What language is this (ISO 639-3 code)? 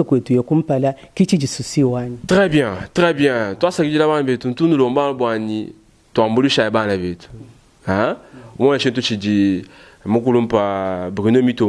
lua